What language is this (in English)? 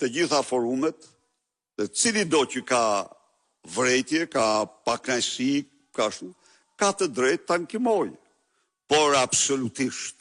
Albanian